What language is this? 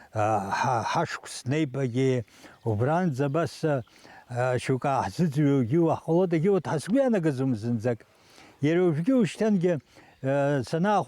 Abkhazian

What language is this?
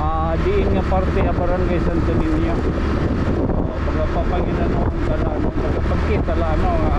Waray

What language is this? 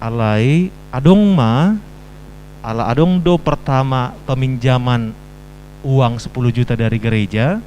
Batak Toba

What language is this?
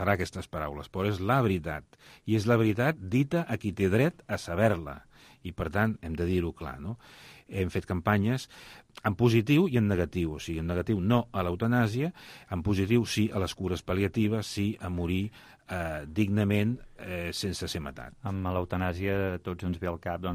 Catalan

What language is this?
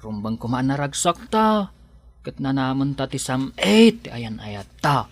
Iloko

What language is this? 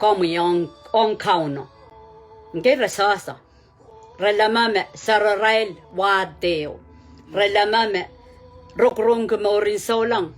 Pohnpeian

